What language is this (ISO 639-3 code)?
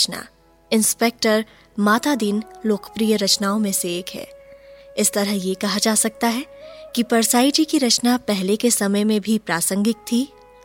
hin